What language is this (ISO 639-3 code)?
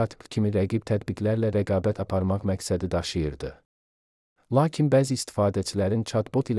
aze